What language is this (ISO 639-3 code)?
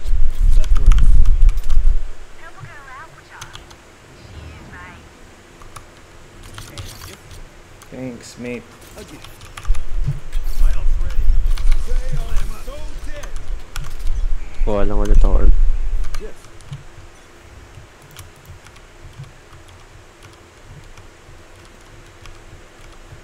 fil